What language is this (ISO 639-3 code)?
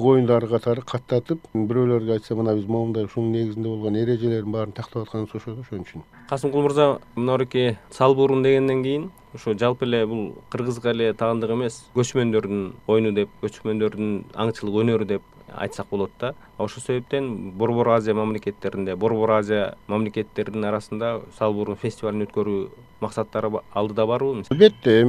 kir